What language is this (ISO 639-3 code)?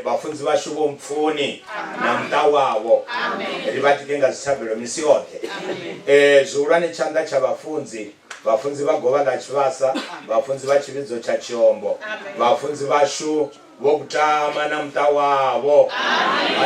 ven